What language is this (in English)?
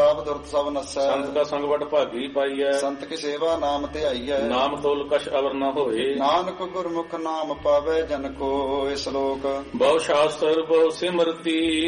Punjabi